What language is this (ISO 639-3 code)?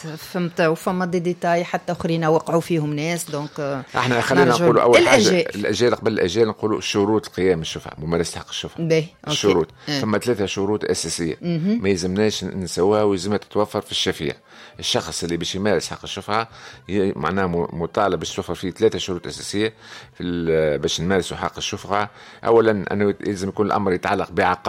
aeb